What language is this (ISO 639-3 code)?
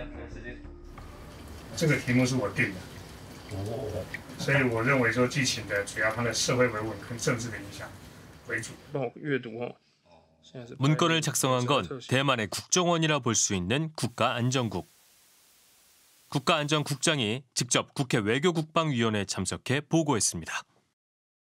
kor